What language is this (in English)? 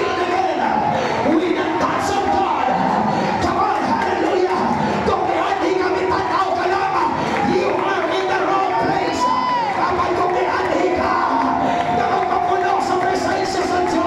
Cebuano